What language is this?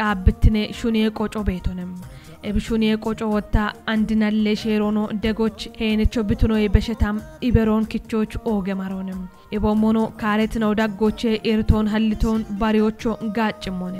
Kafa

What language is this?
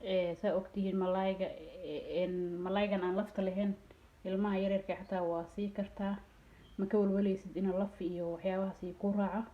Somali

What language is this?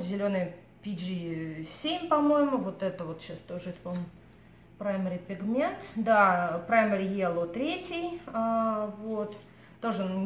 Russian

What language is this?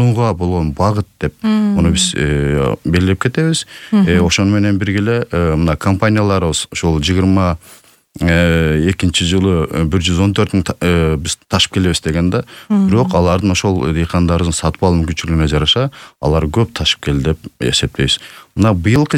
Kyrgyz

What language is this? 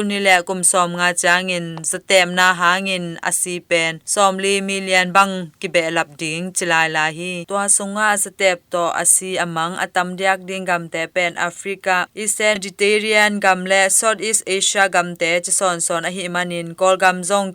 Tedim Chin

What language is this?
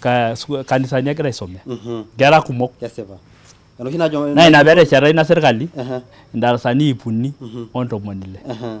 Masai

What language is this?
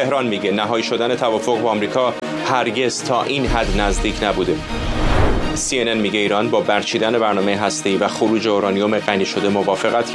Persian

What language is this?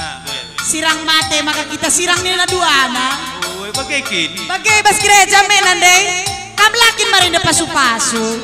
Batak Karo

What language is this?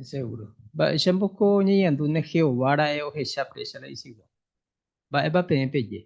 Guarani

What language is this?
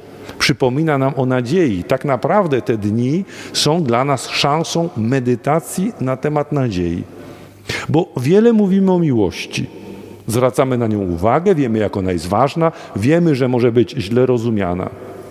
Polish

